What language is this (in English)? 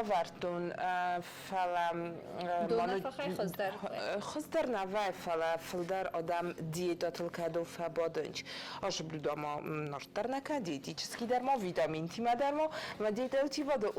Ossetic